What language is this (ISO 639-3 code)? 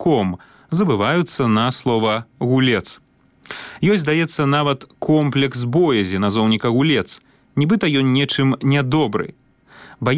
bel